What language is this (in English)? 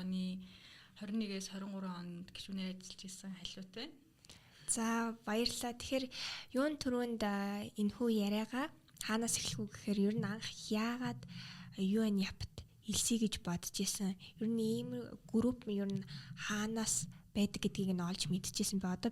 Mongolian